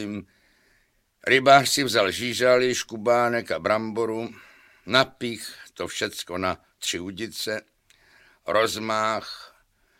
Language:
Czech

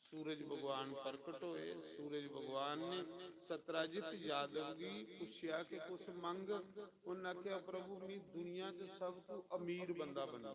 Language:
Dogri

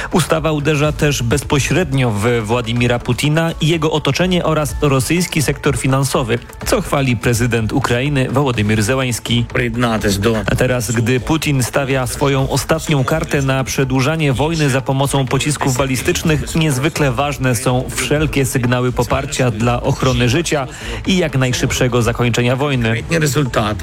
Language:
Polish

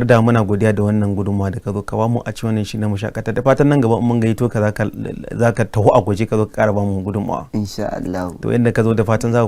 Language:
Hausa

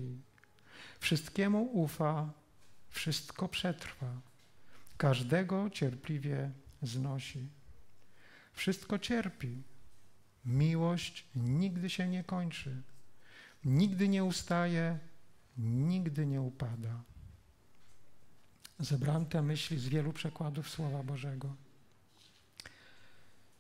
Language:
Polish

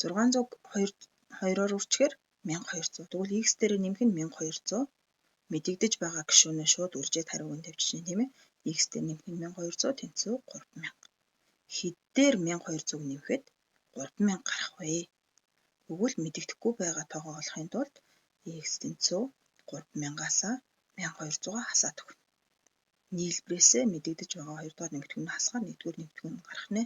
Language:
Mongolian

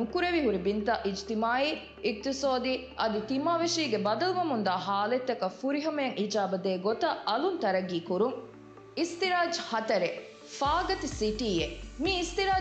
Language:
Divehi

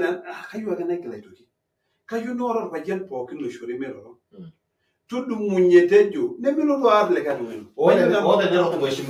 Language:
Masai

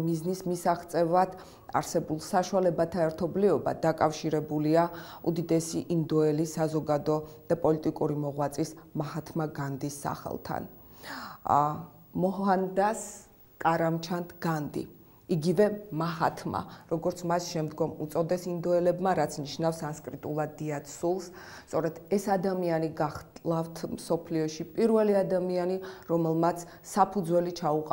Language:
Georgian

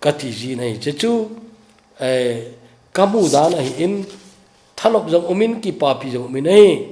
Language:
Thado Chin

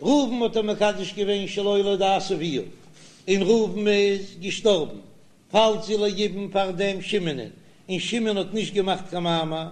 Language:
Yiddish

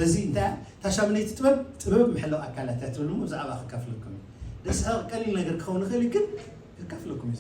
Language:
Tigrinya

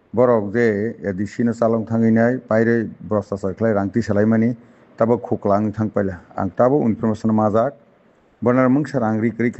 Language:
Kok Borok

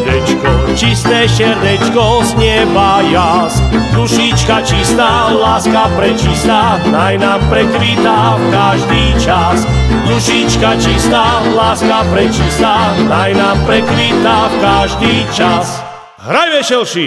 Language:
Slovak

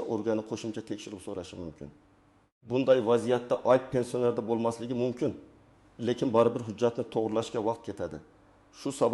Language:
Uzbek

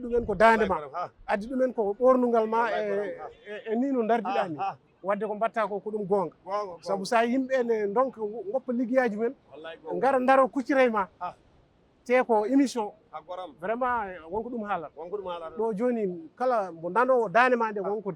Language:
Fula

